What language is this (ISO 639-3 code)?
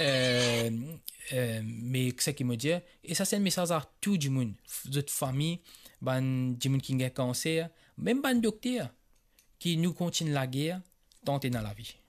mfe